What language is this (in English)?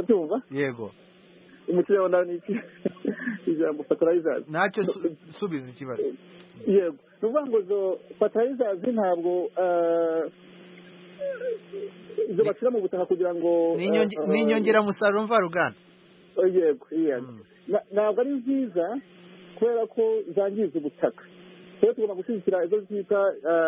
Kinyarwanda